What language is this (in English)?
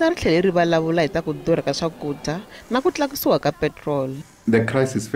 Tsonga